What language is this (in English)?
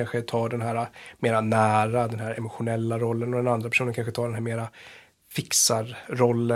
Swedish